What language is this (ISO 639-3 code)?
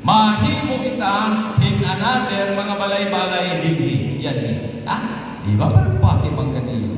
war